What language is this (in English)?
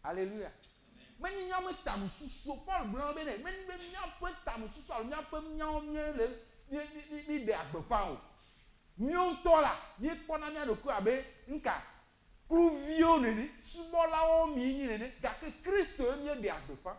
Ewe